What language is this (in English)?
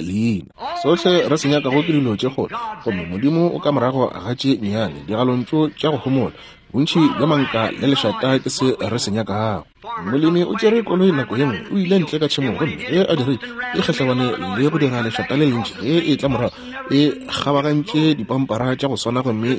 Northern Sotho